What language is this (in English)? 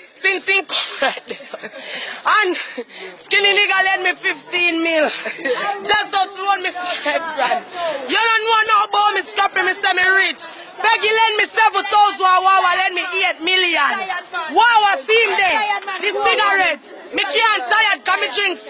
Jamaican Creole English